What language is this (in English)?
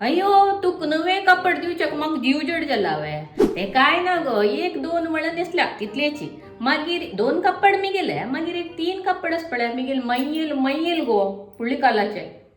Konkani